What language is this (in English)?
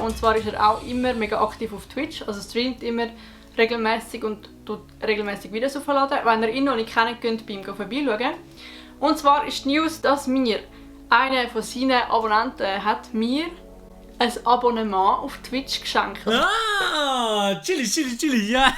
Swiss German